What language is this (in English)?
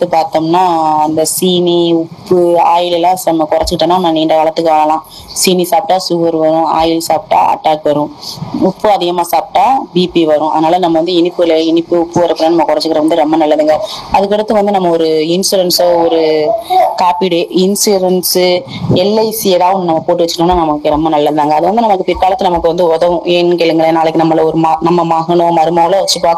Tamil